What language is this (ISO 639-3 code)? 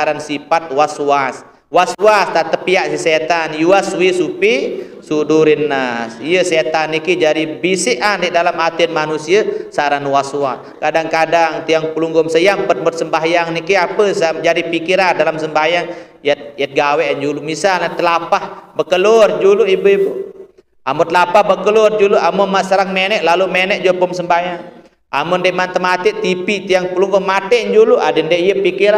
sas